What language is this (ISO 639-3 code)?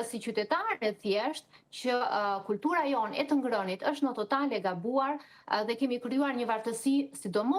sqi